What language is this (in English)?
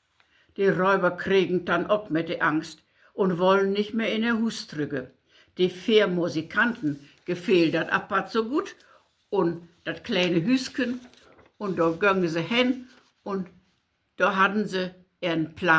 Low German